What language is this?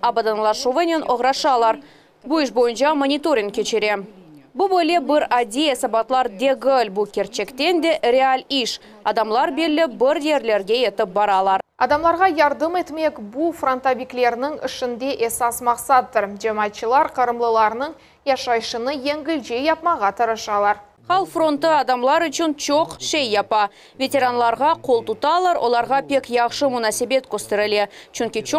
Crimean Tatar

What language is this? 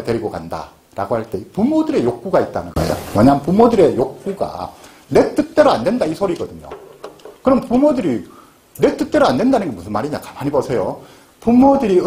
Korean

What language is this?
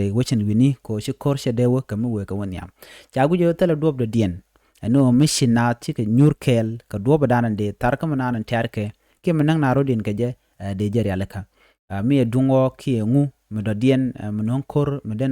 Nuer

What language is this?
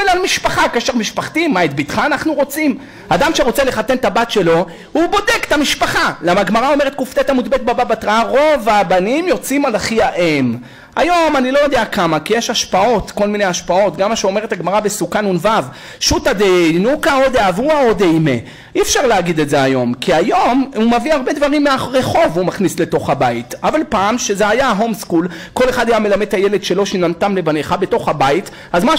Hebrew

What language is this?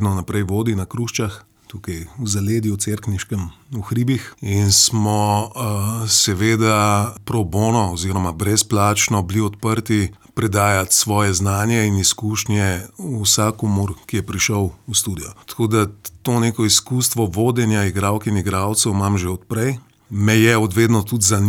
Slovenian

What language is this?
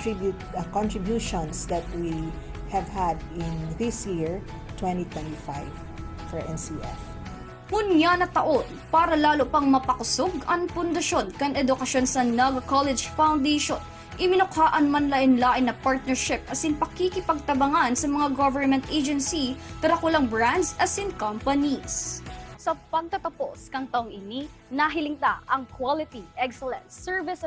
Bikol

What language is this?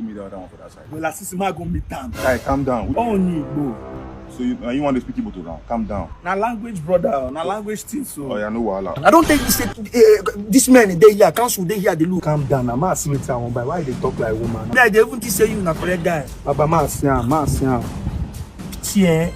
Nigerian Pidgin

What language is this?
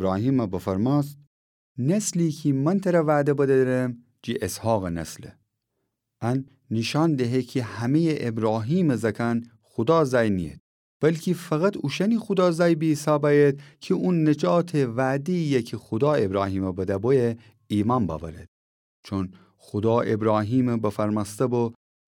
Gilaki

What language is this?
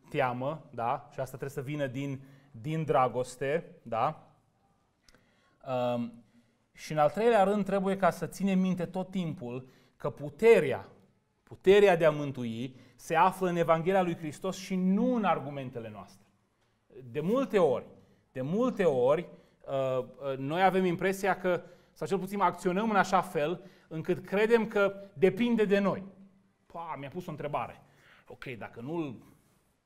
Romanian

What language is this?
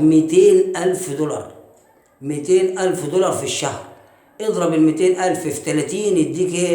Egyptian Arabic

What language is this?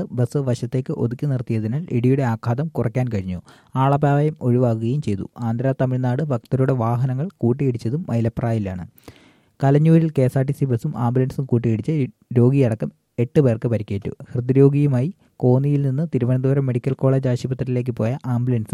Malayalam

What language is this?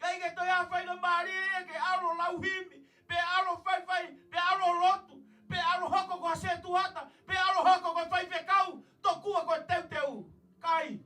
Tongan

